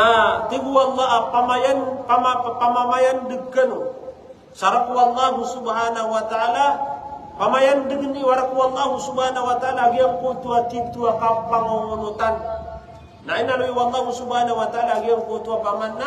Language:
Maranao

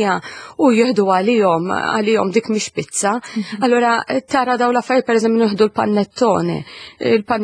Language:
Maltese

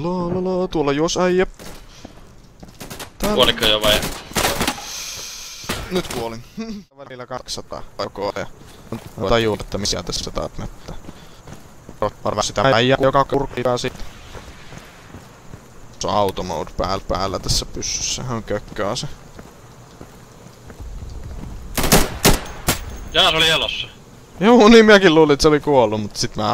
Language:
Finnish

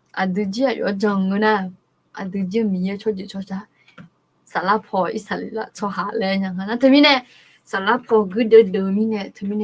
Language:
Akha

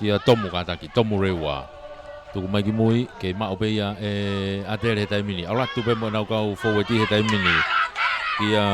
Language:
Tongan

